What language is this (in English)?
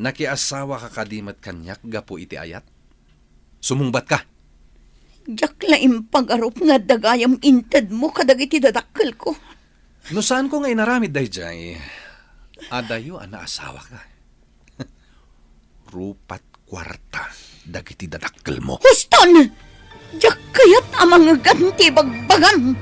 Iloko